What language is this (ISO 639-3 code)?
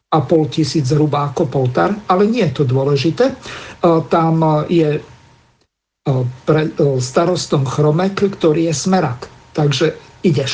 slk